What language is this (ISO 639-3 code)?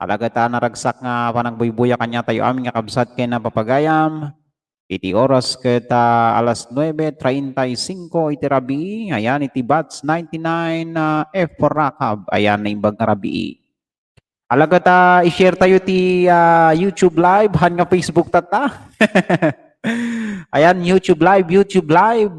ilo